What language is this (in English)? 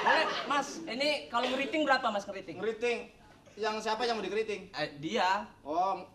Betawi